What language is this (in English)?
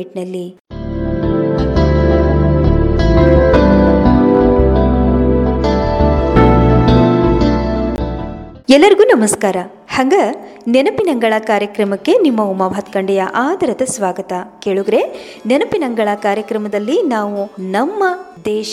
Kannada